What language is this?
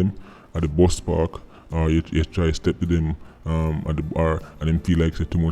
Jamaican Creole English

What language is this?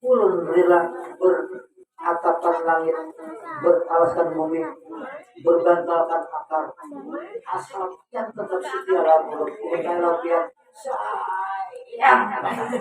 Banjar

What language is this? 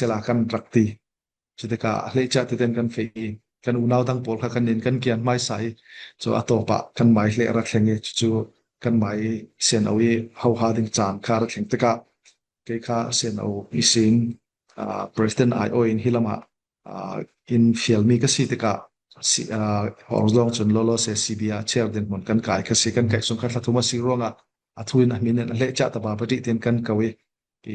Falam Chin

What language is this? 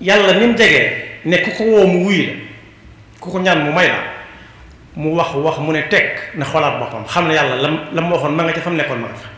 Wolof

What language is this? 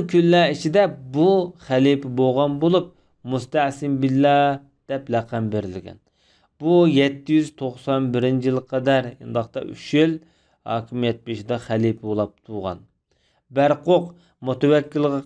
Uyghur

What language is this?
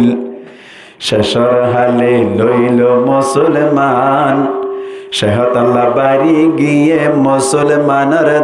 Rohingya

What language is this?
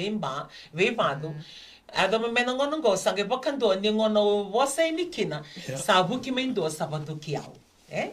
Fijian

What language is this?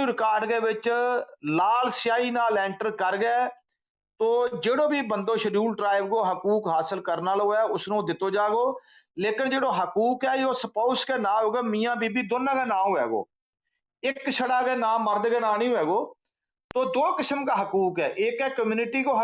Gujari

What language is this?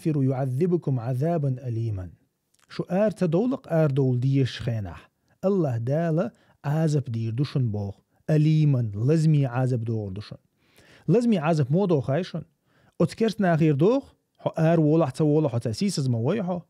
Chechen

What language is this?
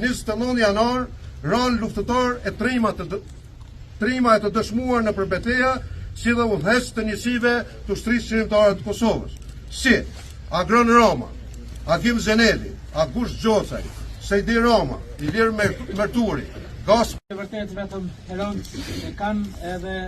Albanian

